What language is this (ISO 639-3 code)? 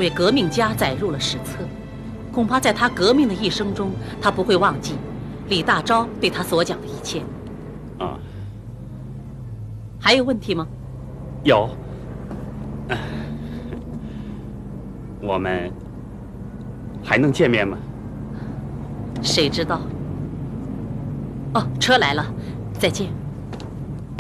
zho